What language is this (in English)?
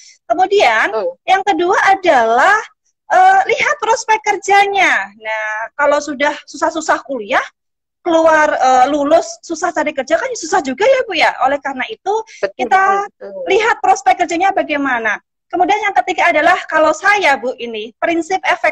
Indonesian